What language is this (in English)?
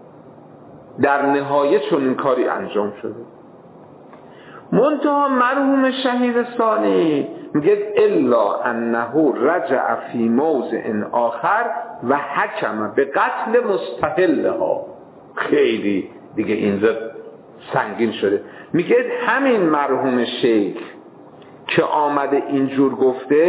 Persian